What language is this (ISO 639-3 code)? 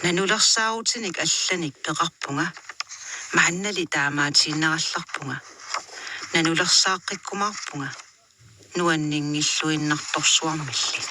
kal